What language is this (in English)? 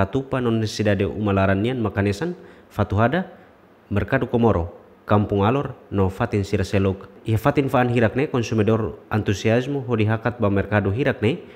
Tetum